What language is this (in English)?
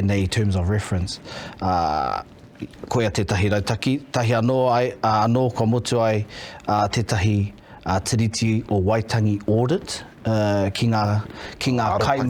Māori